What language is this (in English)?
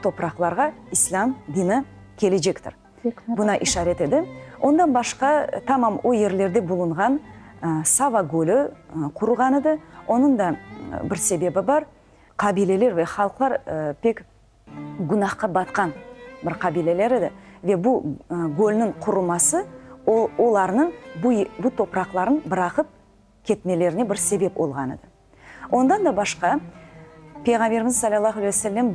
Crimean Tatar